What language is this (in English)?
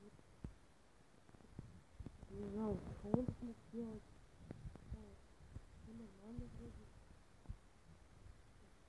Russian